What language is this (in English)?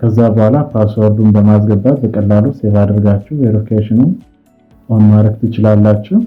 Amharic